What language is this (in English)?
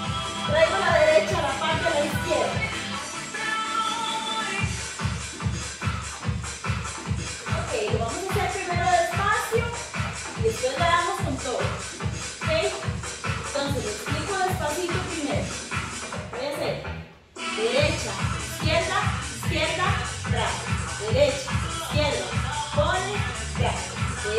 Spanish